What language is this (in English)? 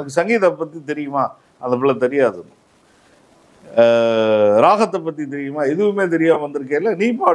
Tamil